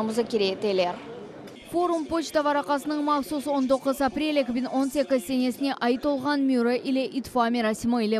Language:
Crimean Tatar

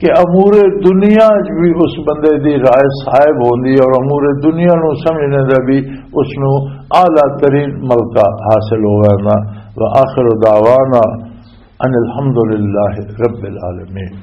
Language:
Western Panjabi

